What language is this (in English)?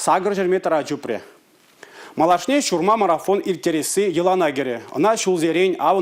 Chuvash